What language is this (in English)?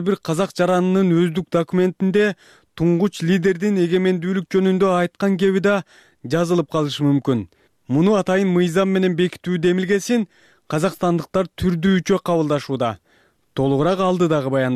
Kyrgyz